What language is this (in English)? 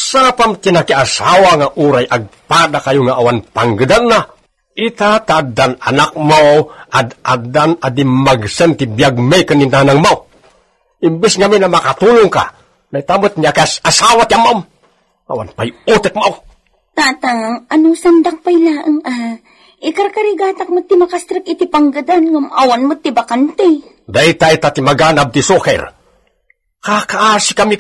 Iloko